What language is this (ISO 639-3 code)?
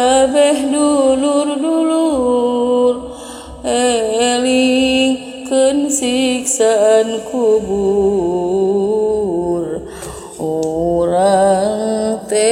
sun